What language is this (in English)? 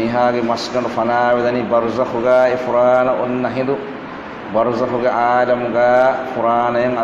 Divehi